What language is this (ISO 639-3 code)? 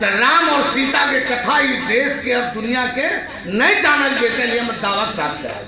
mag